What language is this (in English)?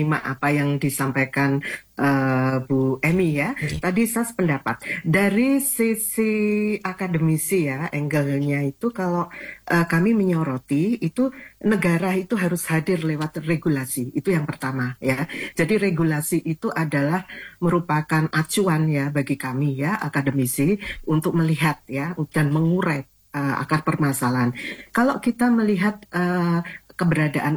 Indonesian